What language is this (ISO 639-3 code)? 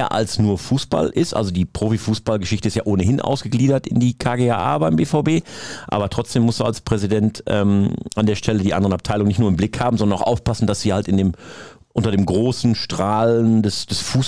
deu